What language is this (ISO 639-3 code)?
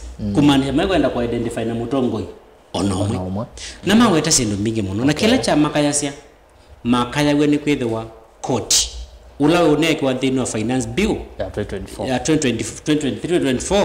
kam